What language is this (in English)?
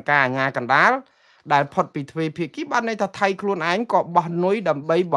Khmer